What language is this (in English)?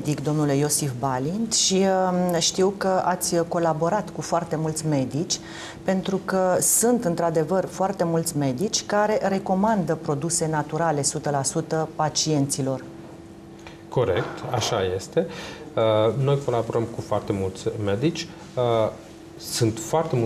Romanian